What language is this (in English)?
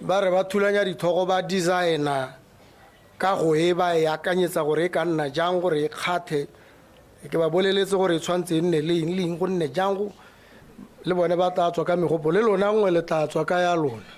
Tswana